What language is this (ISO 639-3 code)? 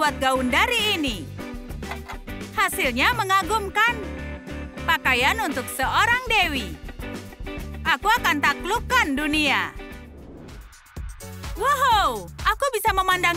ind